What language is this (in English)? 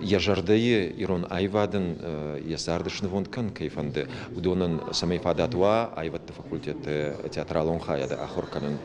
Ossetic